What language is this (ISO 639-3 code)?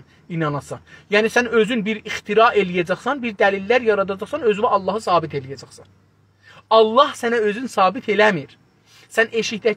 azb